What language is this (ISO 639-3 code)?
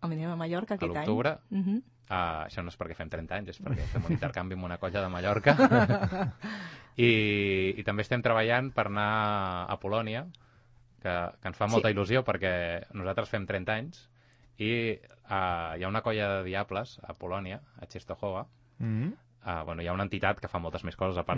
cat